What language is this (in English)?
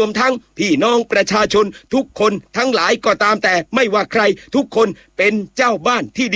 Thai